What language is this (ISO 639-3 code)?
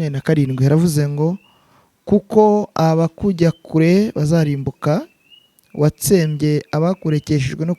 kin